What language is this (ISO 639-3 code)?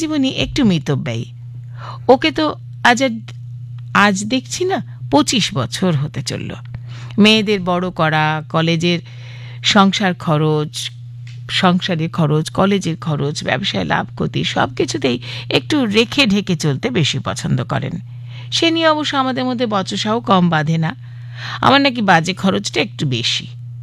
ben